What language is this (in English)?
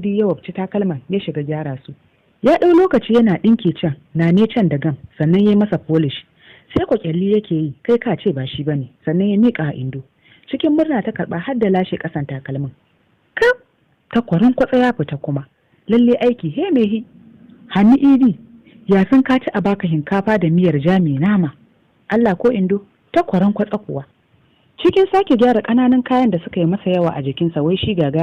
Hausa